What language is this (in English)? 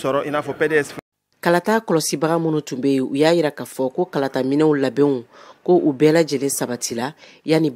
Bambara